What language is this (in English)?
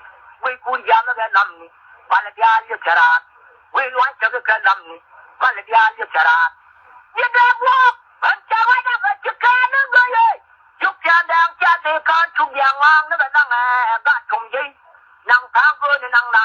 Nuer